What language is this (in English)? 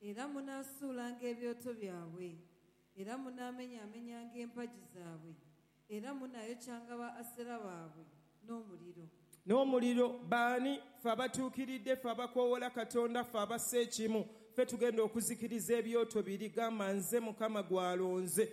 Ganda